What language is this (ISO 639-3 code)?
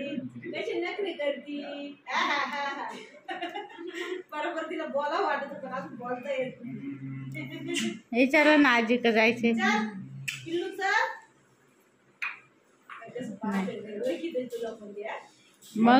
mar